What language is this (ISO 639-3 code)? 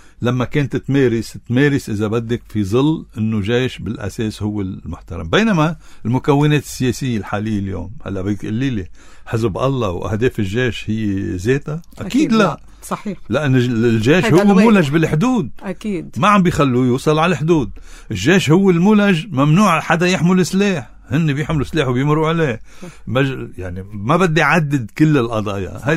apc